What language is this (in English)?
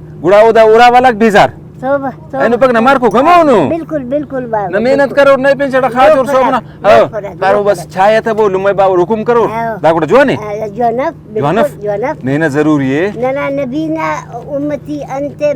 Brahui